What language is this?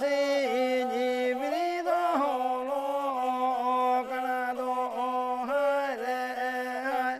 Santali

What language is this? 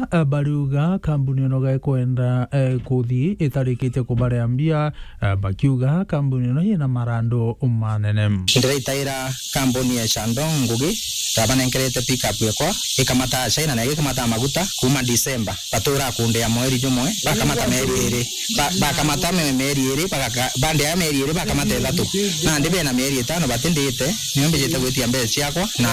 Meru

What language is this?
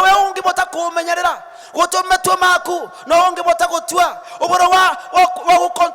Kikuyu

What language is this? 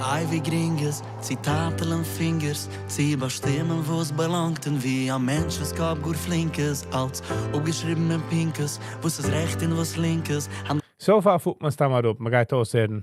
Yiddish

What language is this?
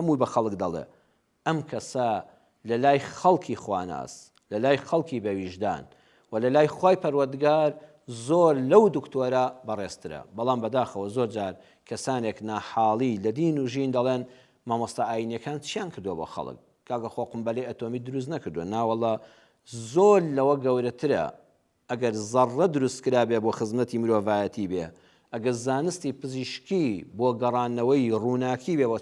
Central Kurdish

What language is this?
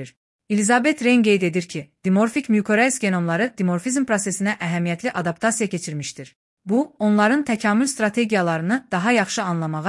Azerbaijani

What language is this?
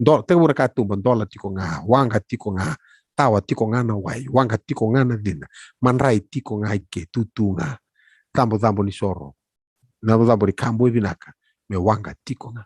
Fijian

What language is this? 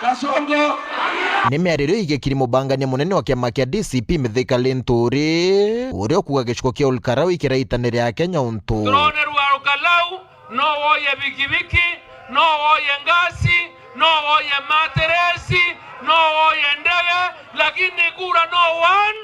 Meru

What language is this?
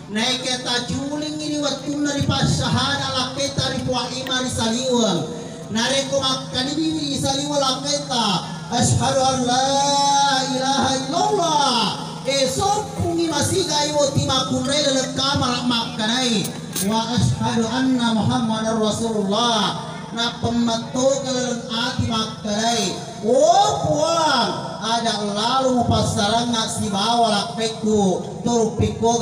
Buginese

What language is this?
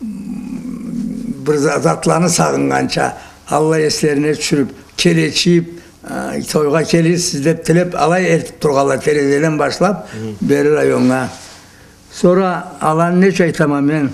Karachay-Balkar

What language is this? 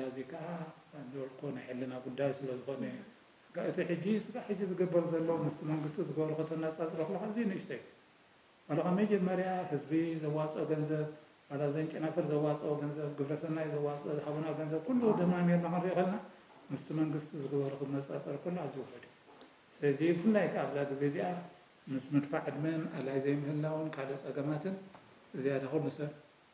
Tigrinya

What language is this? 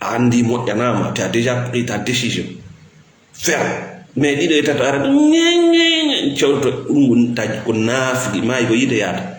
Fula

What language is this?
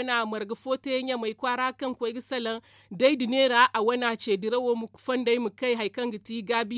Zarma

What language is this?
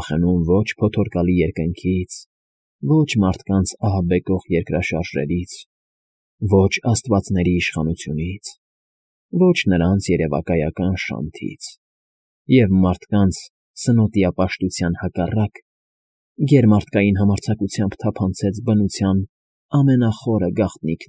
Armenian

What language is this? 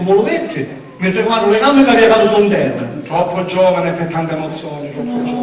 Sicilian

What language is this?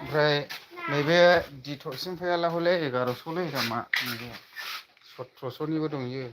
Bodo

